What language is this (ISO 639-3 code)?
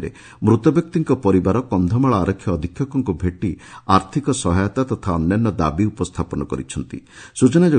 ori